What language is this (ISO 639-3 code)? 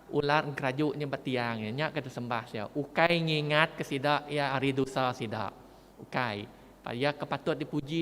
iba